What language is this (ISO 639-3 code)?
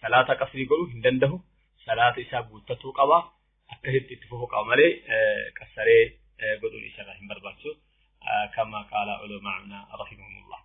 orm